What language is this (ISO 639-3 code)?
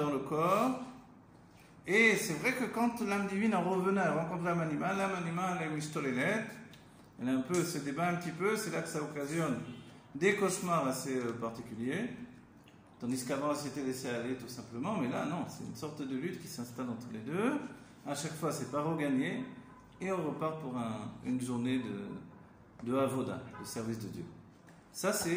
fra